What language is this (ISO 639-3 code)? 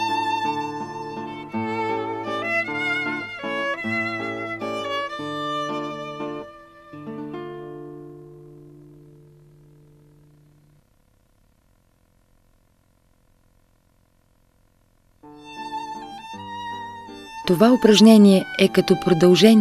bul